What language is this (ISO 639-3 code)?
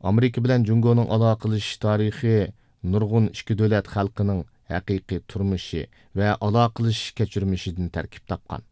uig